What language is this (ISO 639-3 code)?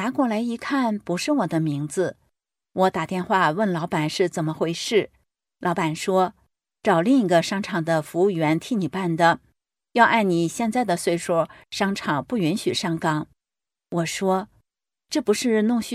zho